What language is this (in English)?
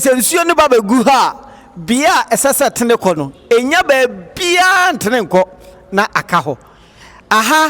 Akan